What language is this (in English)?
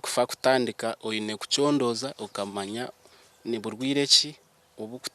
Nyankole